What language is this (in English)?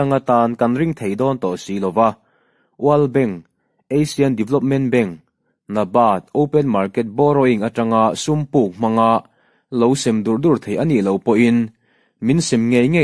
Mizo